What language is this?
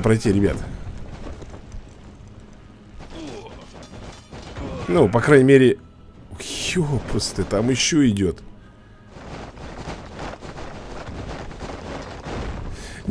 Russian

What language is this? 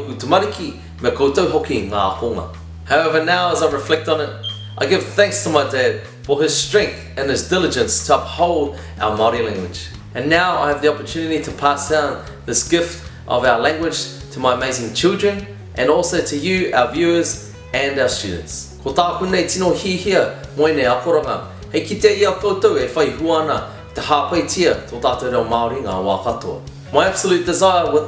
Māori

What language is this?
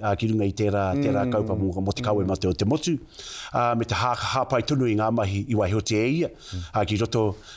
Māori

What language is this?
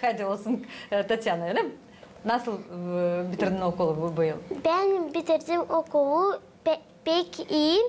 Gagauz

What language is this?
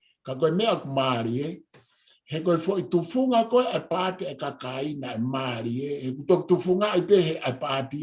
Tongan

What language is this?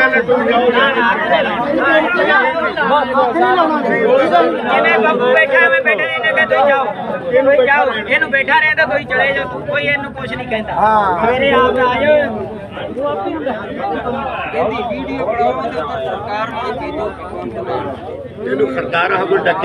Punjabi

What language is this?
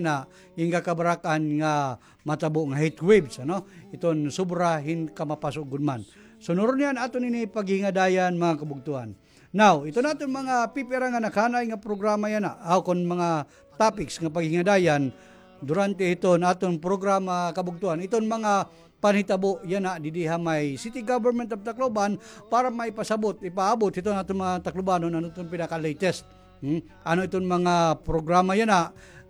Waray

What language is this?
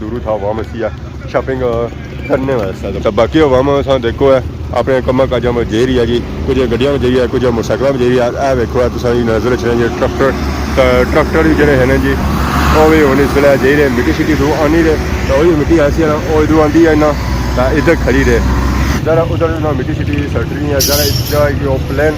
Pahari-Potwari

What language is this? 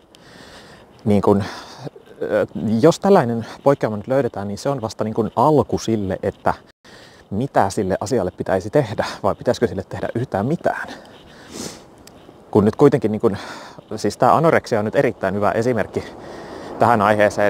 Finnish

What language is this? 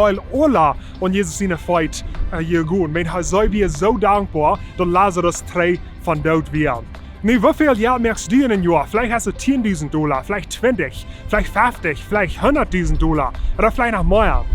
Plautdietsch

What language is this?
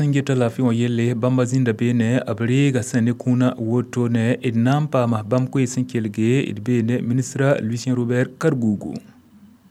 Mossi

